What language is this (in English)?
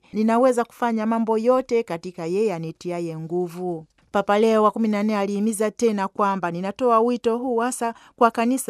Swahili